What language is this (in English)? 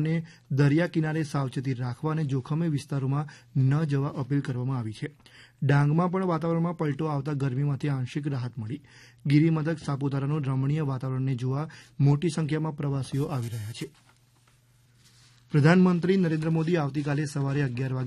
Gujarati